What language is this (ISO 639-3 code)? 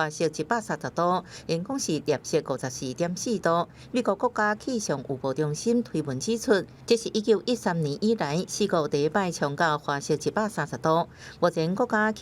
nan